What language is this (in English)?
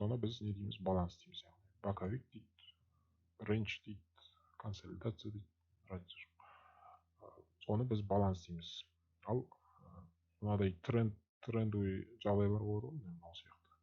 Kazakh